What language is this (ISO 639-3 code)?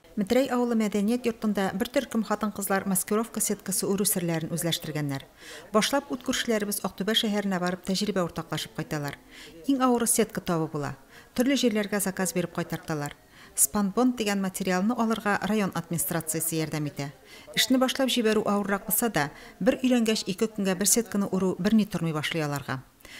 tat